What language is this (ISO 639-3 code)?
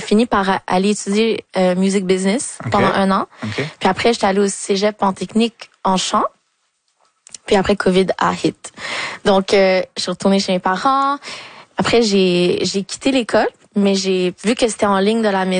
fra